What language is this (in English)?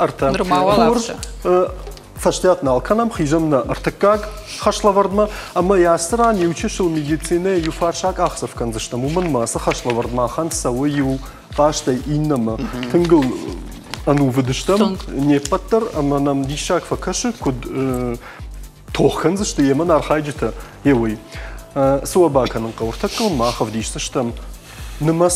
Ossetic